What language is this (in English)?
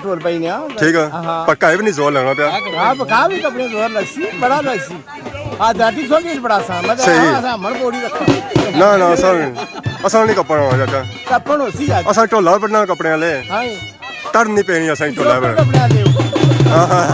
Pahari-Potwari